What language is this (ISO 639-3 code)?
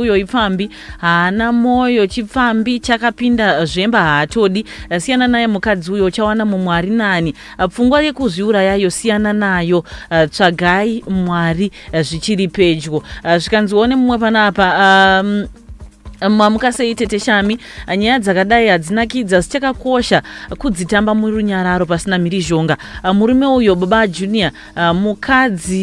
sna